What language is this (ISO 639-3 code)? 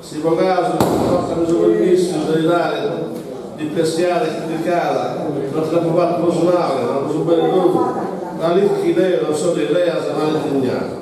srd